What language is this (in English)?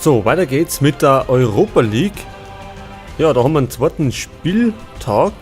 Bavarian